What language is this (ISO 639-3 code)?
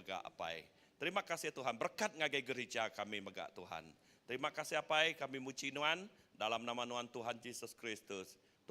iba